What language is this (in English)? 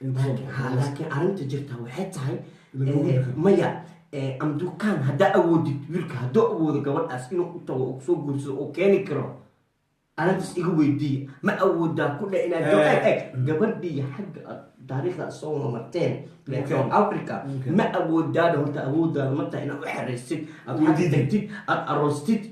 Somali